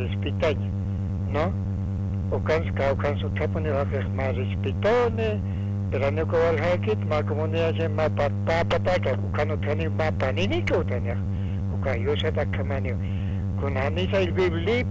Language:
Aymara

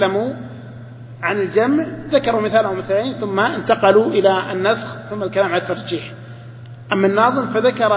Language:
Arabic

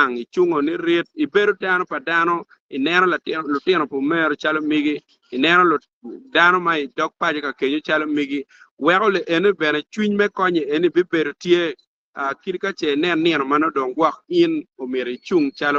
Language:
Acoli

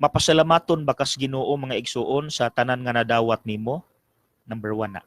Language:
Cebuano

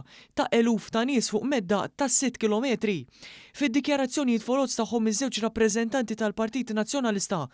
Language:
Maltese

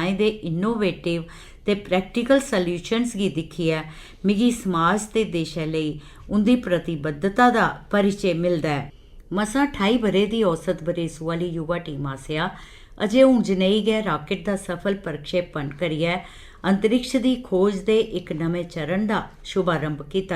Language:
Dogri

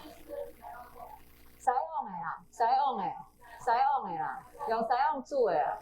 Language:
Min Nan Chinese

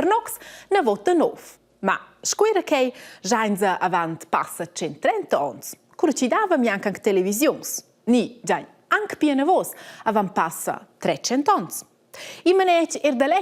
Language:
Romansh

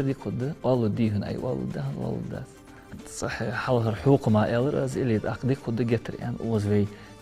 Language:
Ingush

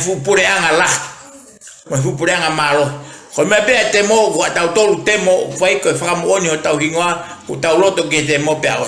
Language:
Tongan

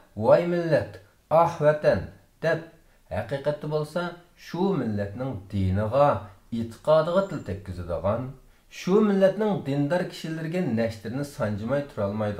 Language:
Uyghur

